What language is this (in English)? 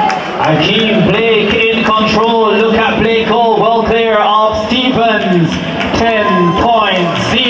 Jamaican Creole English